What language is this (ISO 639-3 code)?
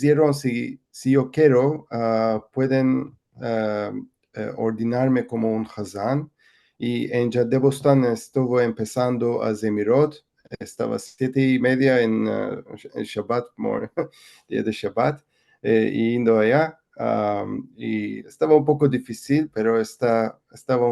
lad